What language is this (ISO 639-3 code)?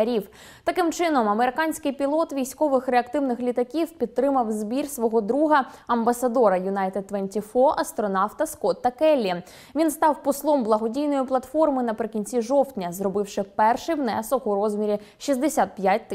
ukr